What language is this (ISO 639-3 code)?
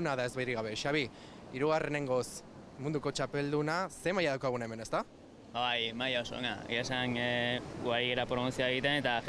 eus